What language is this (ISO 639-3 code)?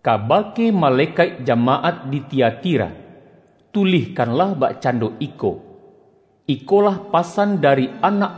min